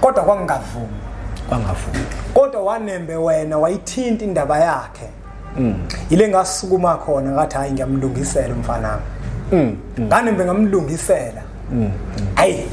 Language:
Zulu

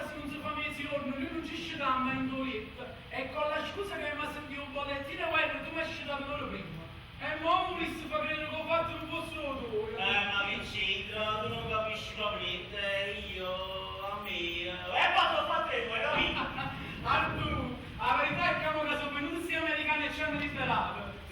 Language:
Neapolitan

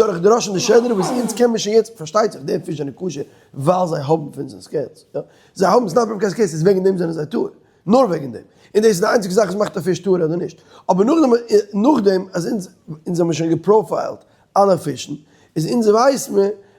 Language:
Yiddish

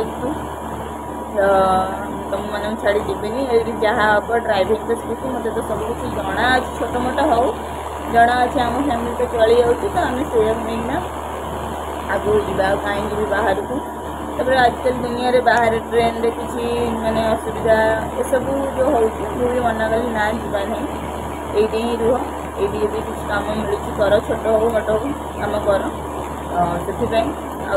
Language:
Odia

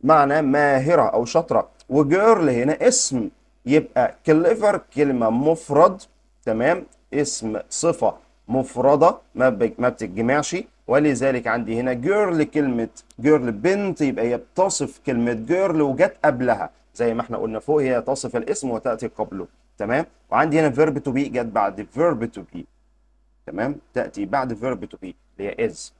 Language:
Egyptian Arabic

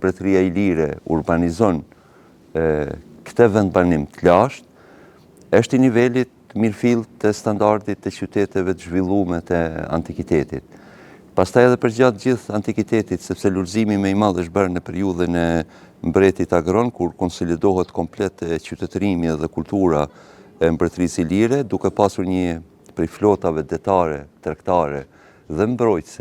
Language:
Albanian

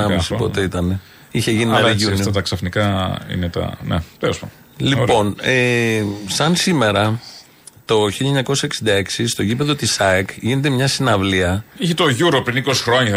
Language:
Greek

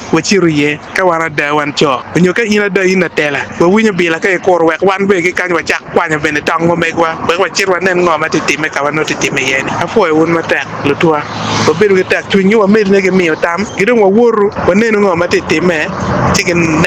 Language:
Acoli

